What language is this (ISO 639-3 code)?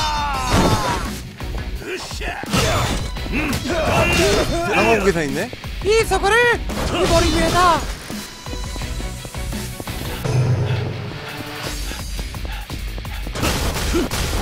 kor